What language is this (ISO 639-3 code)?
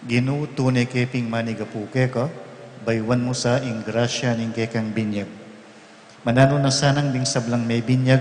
pam